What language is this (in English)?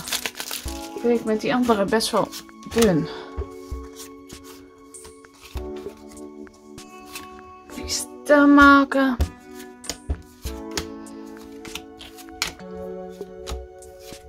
Dutch